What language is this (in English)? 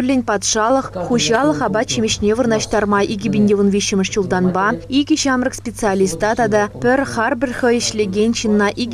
Chuvash